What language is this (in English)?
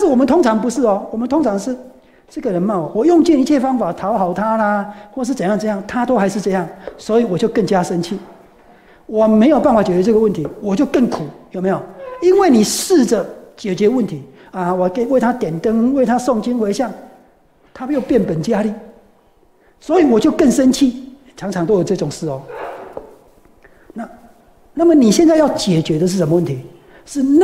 Chinese